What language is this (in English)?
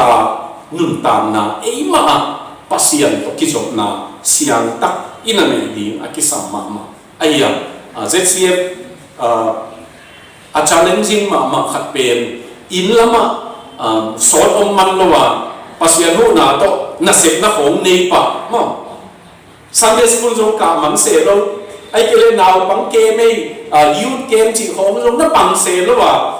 Tedim Chin